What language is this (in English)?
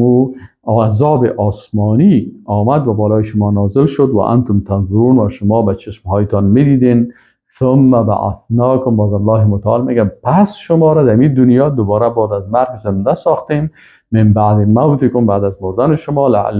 Persian